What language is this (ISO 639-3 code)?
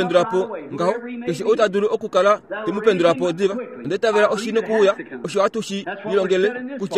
kua